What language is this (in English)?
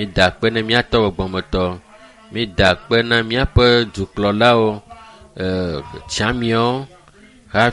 Ewe